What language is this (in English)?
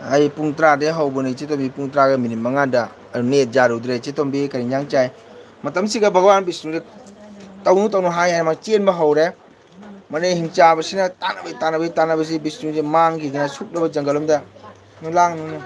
Manipuri